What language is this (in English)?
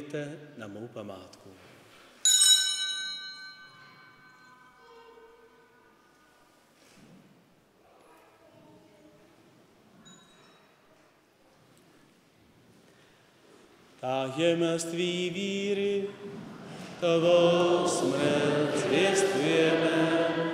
Czech